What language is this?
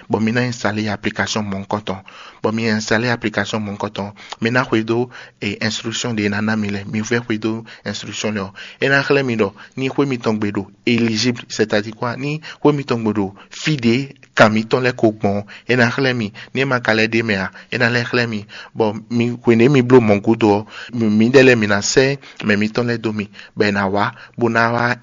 Fon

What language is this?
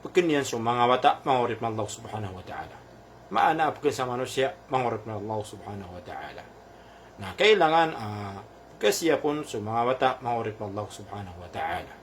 Maranao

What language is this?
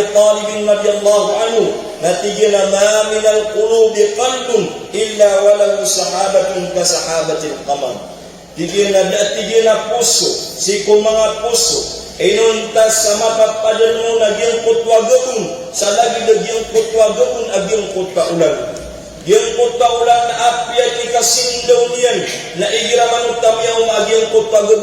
Maranao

